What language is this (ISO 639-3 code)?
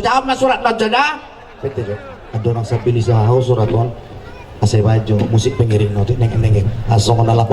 bbc